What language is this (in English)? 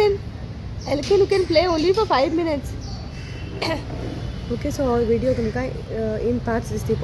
Konkani